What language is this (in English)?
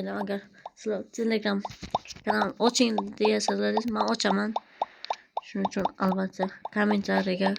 Uzbek